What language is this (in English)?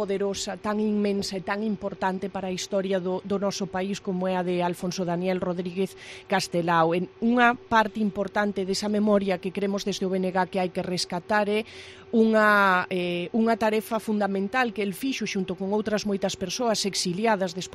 Galician